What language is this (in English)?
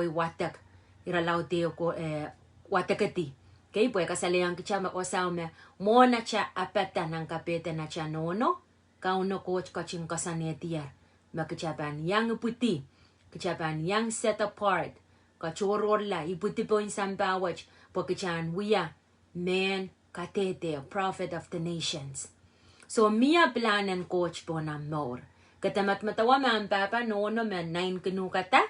Pohnpeian